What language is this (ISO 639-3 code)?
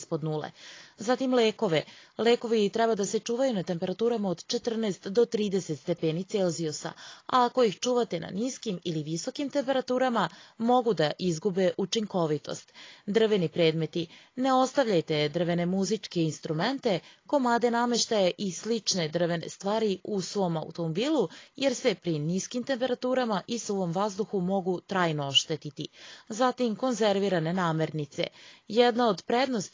srp